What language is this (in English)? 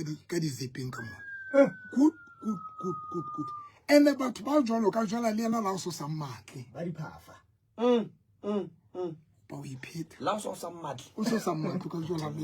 Southern Sotho